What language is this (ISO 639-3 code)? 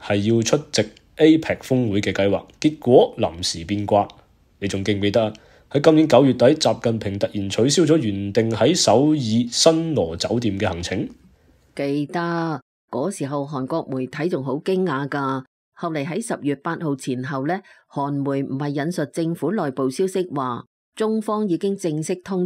yue